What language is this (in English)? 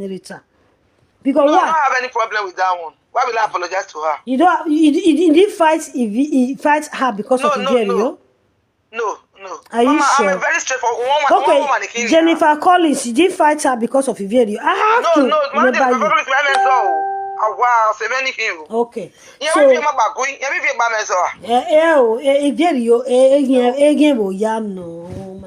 Nigerian Pidgin